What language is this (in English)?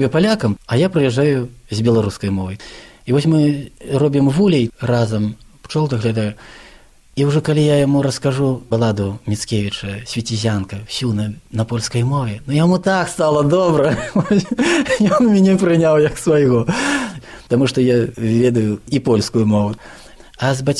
Belarusian